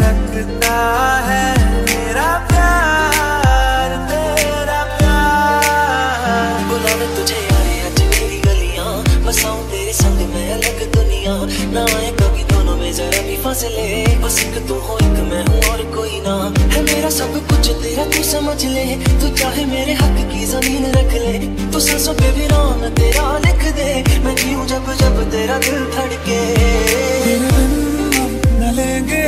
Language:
Hindi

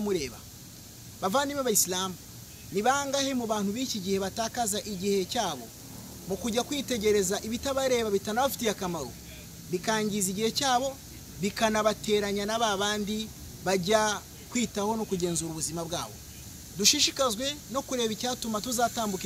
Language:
Kinyarwanda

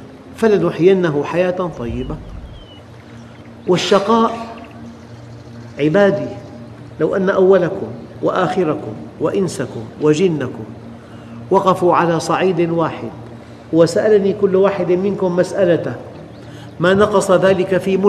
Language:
Arabic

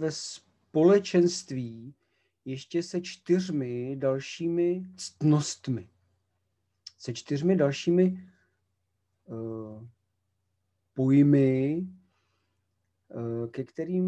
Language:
Czech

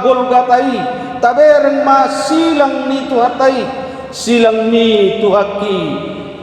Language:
Batak Toba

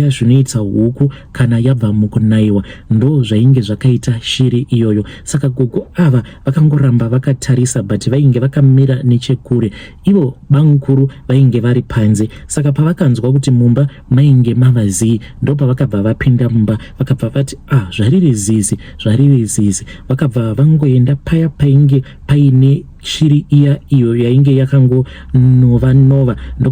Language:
Shona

